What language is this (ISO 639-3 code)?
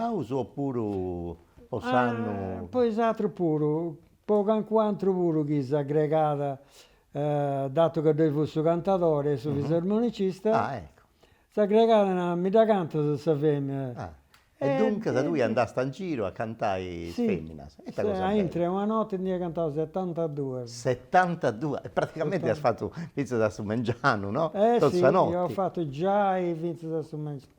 srd